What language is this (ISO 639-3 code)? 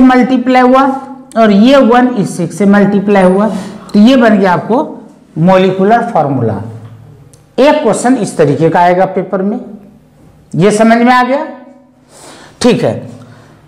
hin